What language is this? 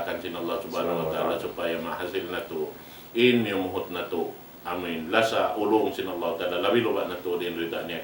Tausug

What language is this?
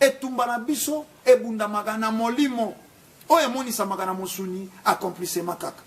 Lingala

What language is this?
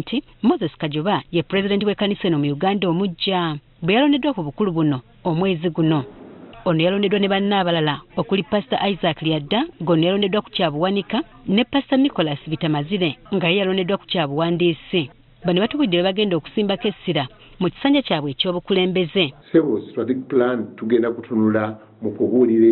Ganda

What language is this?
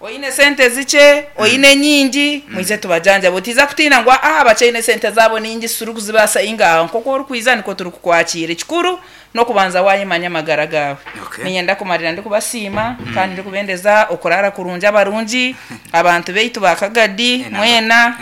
Nyankole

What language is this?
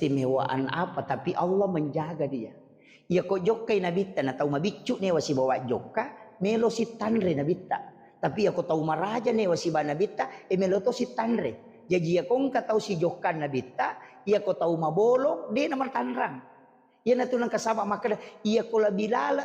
Buginese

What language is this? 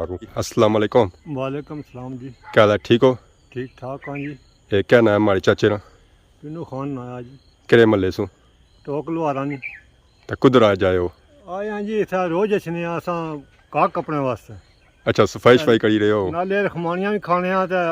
Pahari-Potwari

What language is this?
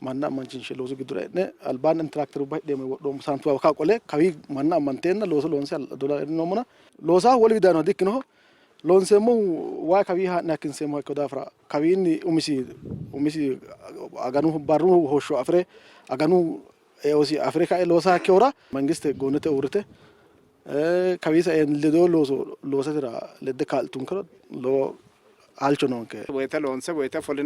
Sidamo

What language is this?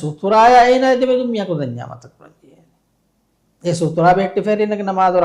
Divehi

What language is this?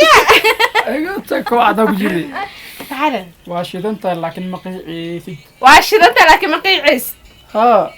Somali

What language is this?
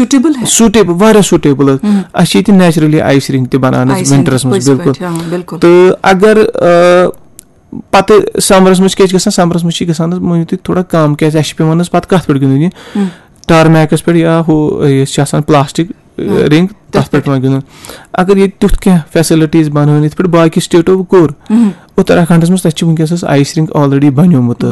Kashmiri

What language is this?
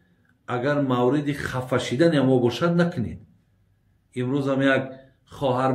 Tajik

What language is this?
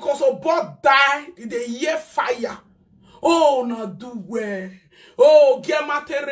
Nigerian Pidgin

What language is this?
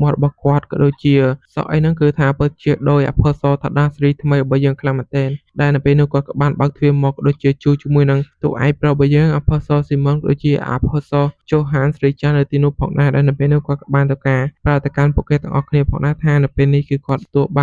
Khmer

